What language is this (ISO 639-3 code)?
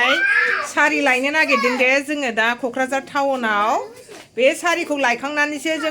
brx